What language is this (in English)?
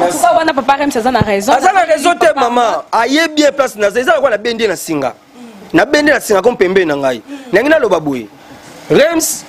Lingala